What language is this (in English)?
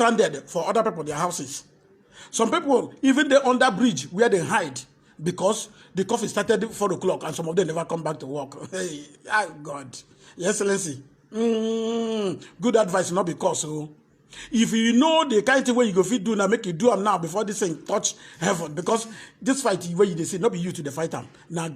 Nigerian Pidgin